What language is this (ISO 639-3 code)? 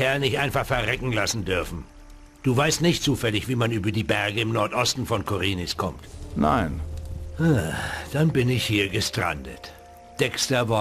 bar